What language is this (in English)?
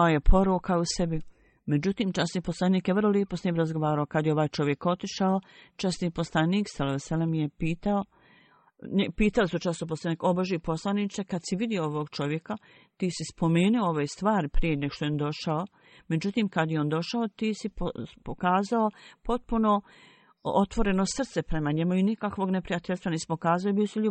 Bosnian